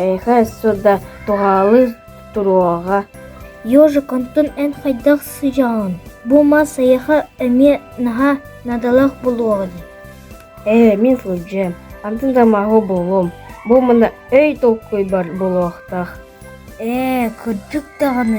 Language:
Yakut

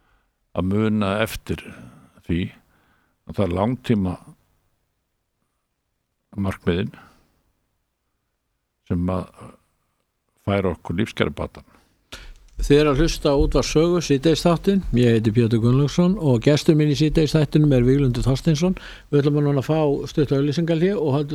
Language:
Icelandic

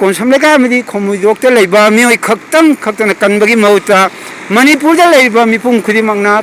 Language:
Manipuri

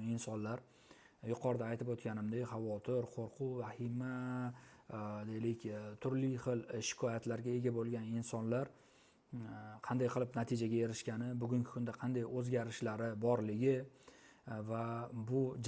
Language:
Uzbek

